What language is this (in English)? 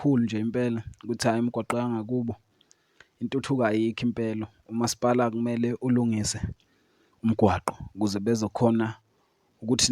Zulu